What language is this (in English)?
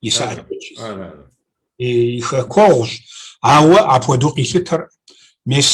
Kabardian